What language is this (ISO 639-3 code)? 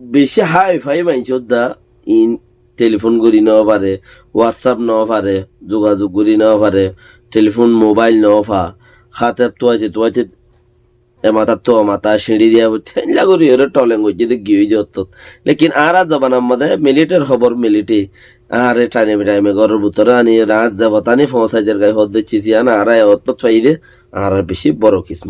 rhg